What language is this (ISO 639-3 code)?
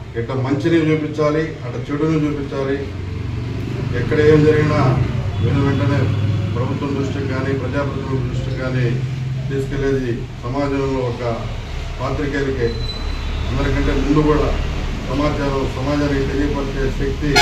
tel